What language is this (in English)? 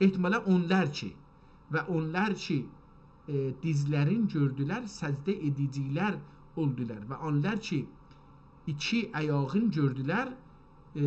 South Azerbaijani